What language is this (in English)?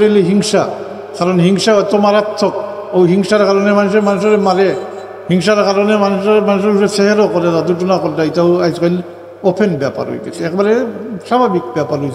Sylheti